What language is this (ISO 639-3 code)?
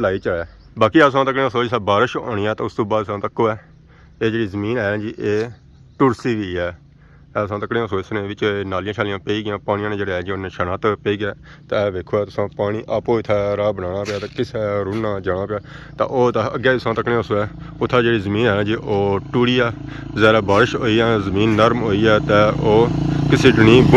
phr